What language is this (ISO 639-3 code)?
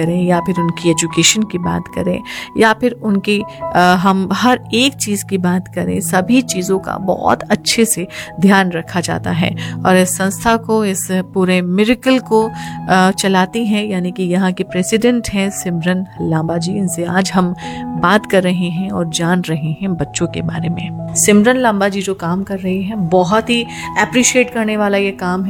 hin